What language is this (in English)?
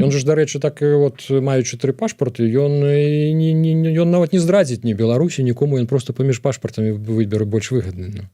Belarusian